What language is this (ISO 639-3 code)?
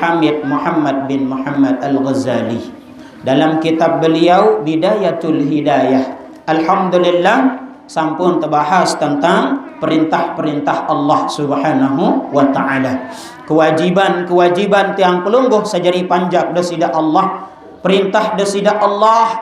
sas